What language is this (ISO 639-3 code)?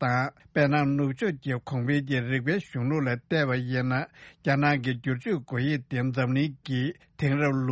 bod